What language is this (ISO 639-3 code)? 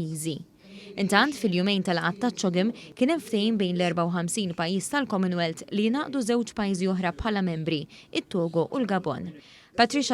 mlt